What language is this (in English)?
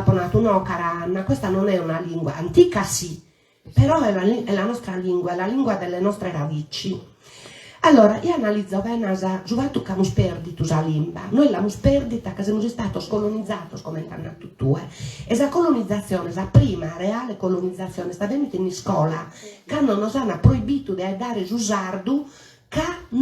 Sardinian